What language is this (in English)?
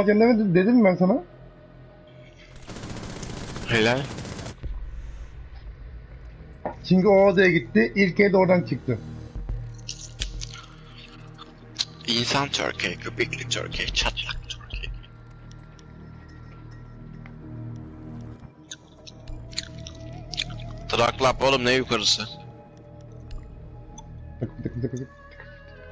Turkish